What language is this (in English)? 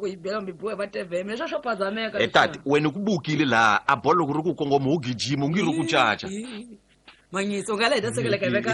Tsonga